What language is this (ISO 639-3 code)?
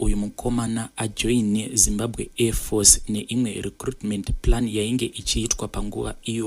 sna